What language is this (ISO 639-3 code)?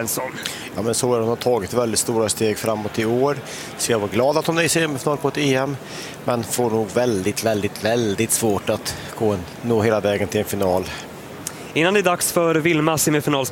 swe